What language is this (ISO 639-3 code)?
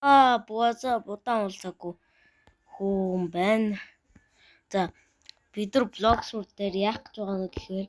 mon